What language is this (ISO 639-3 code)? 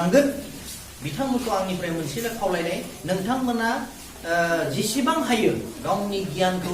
brx